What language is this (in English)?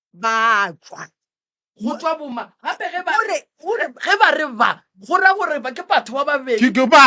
Northern Sotho